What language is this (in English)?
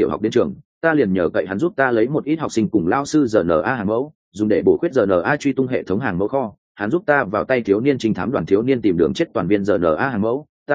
Vietnamese